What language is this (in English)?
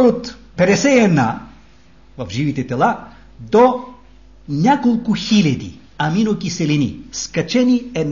Bulgarian